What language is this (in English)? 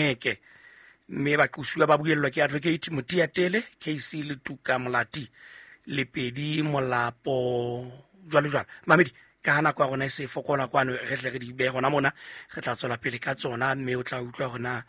Southern Sotho